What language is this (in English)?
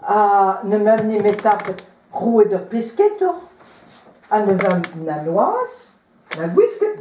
Breton